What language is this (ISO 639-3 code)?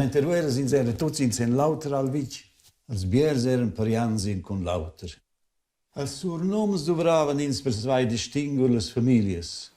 roh